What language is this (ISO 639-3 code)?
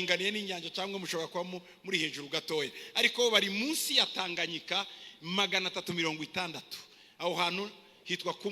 kin